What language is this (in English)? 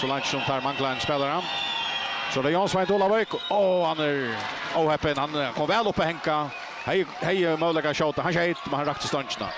Faroese